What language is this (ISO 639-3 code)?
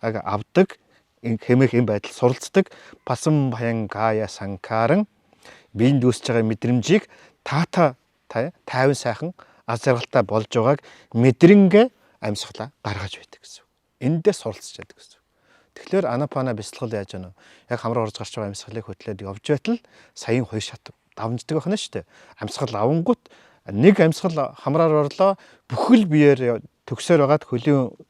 mon